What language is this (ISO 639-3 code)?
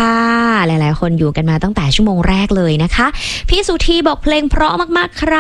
tha